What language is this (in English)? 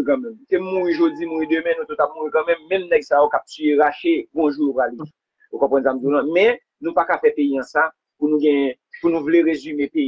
Haitian Creole